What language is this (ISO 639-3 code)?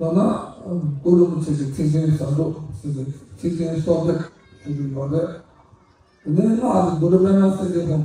bod